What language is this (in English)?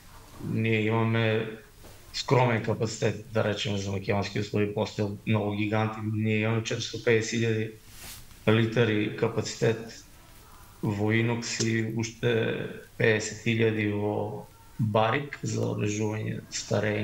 Macedonian